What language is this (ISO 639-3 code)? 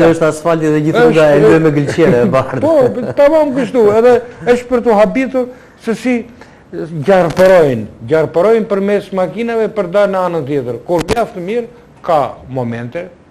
sqi